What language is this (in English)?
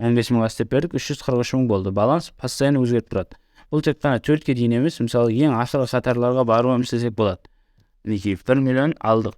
Kara-Kalpak